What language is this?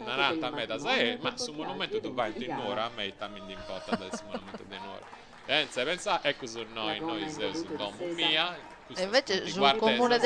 Sardinian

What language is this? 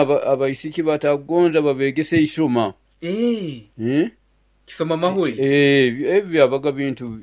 Nyoro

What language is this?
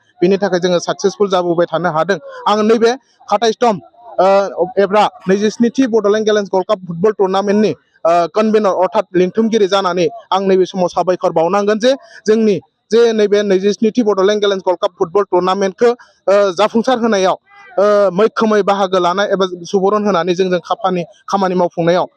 Bodo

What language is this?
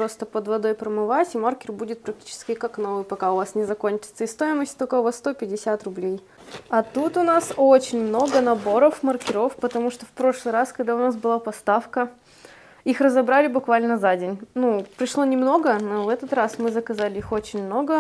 Russian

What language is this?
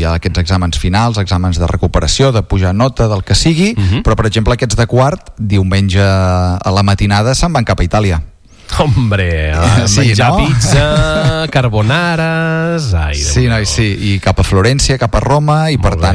Catalan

